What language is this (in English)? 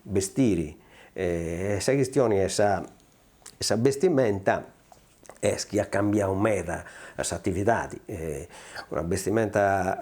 Sardinian